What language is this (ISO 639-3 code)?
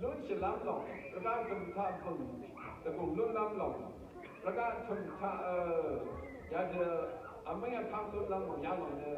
raw